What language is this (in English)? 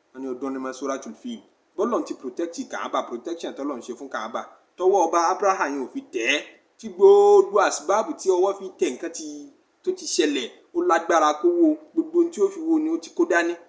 Yoruba